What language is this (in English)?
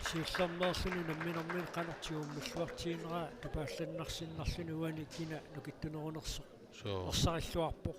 Kalaallisut